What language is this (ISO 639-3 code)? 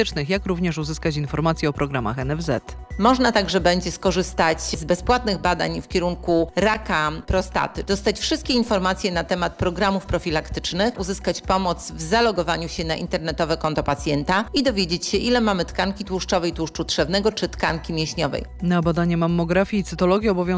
pol